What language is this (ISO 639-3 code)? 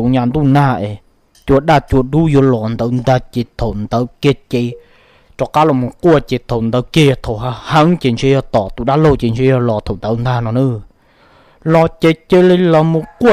hmn